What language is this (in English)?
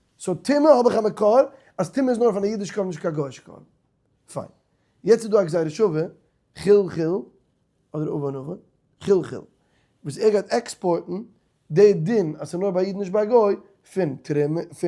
Yiddish